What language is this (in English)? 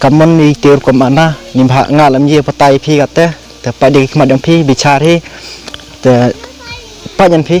Khasi